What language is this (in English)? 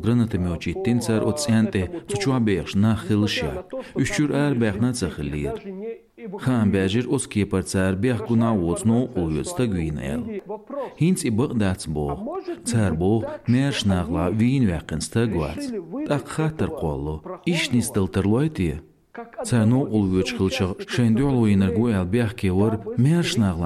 Chechen